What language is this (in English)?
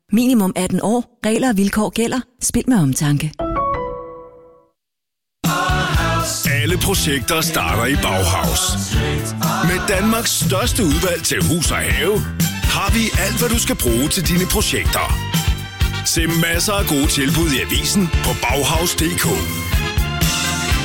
Danish